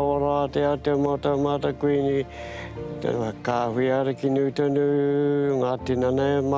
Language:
Māori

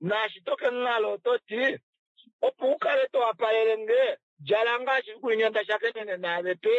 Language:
Kuanyama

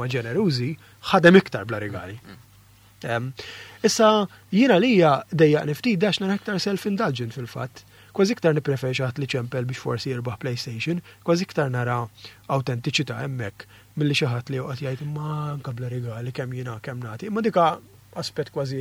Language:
Maltese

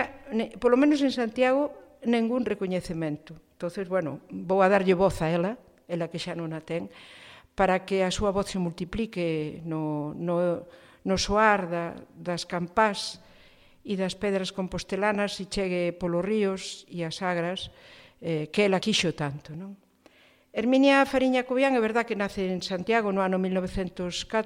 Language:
Galician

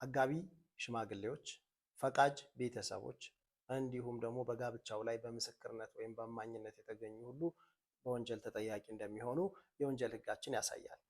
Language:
Amharic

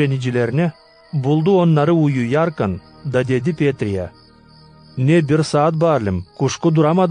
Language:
Gagauz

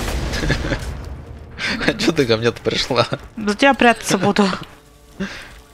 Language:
Russian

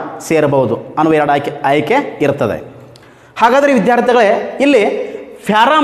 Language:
Kannada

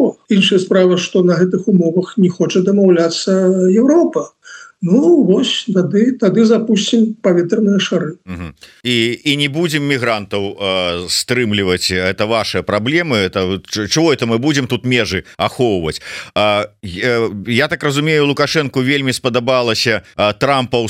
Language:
Belarusian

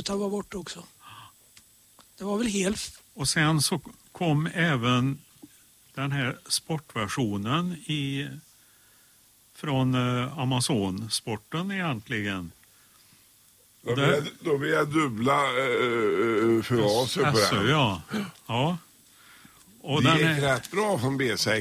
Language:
Swedish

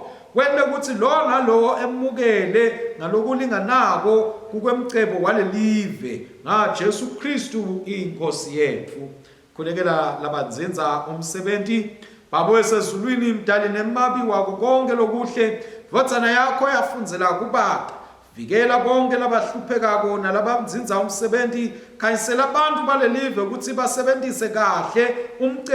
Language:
Swati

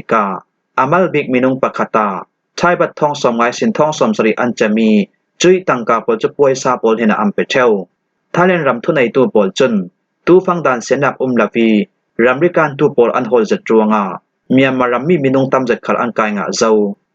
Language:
Falam Chin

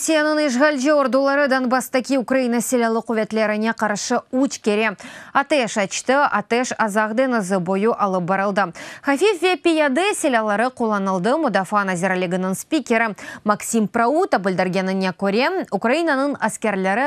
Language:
Crimean Tatar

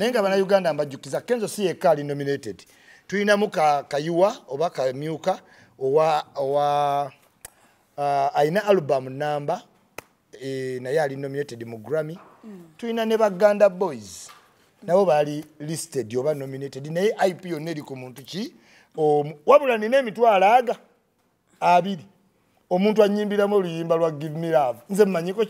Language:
Ganda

